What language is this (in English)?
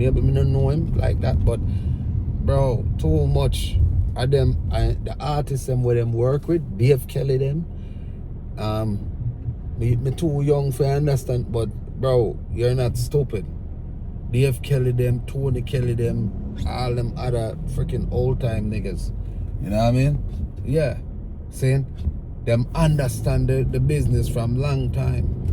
Jamaican Creole English